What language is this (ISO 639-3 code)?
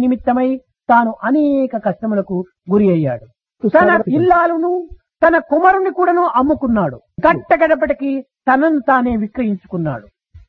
tel